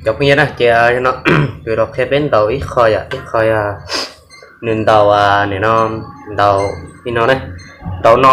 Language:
Hmong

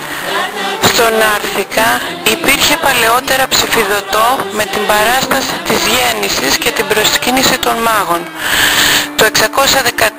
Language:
Greek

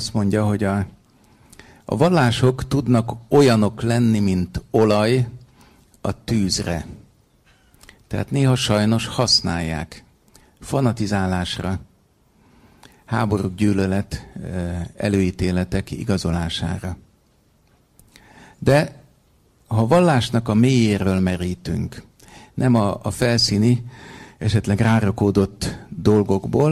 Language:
Hungarian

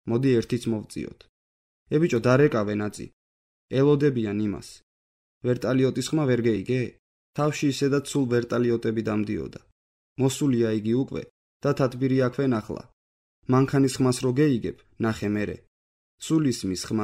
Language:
Georgian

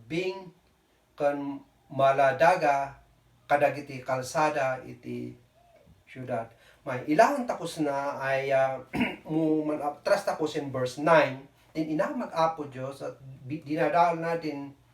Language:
Kankanaey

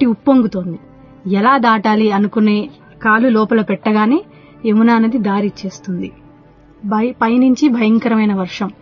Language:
Telugu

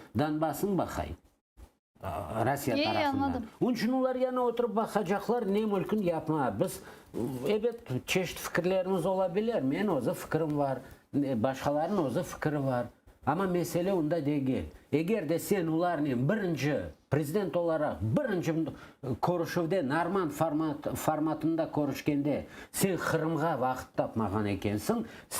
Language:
Crimean Tatar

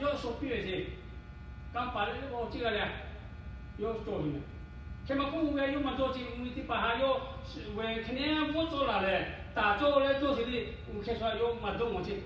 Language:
Lahu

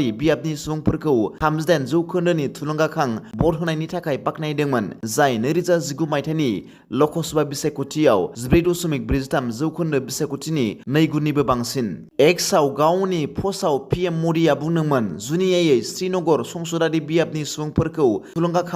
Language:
Bodo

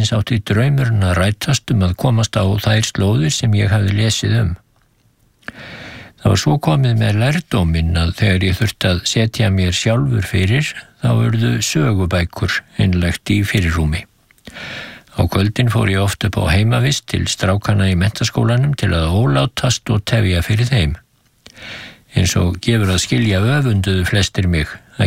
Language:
Icelandic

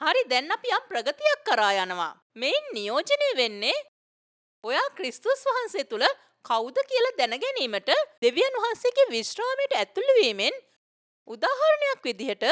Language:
Sinhala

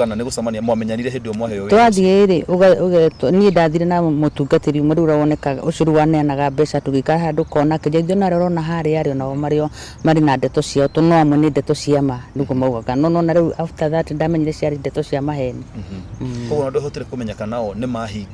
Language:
Kikuyu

